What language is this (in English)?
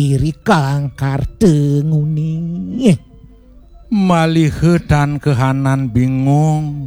Balinese